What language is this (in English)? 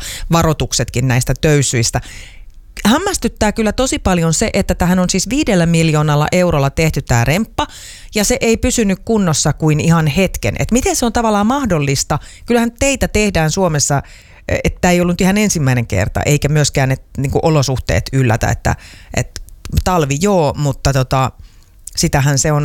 Finnish